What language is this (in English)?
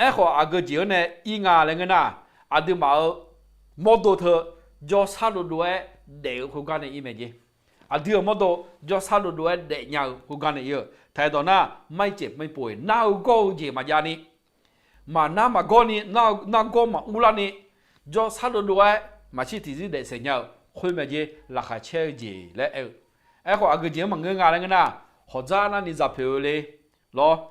Akha